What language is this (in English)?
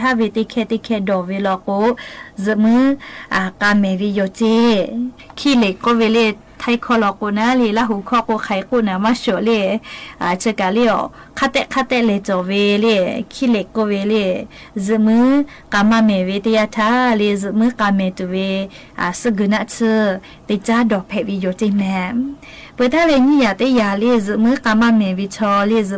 Lahu